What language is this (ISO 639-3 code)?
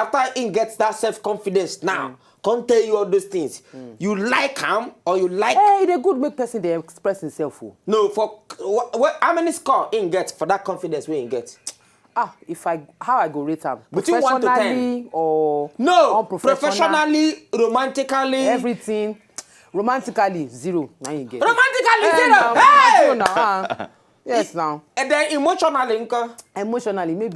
pcm